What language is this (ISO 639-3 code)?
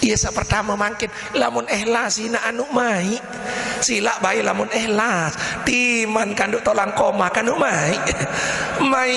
sas